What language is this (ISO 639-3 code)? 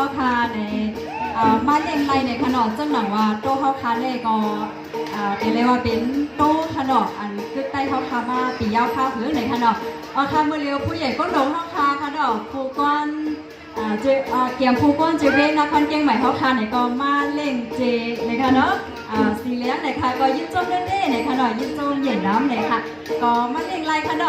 shn